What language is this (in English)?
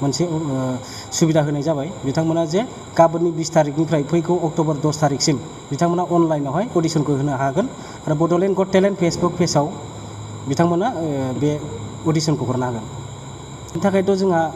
Bodo